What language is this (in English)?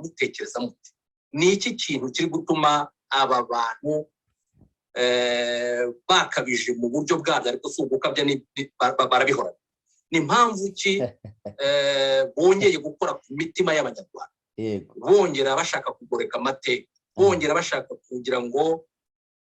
Kinyarwanda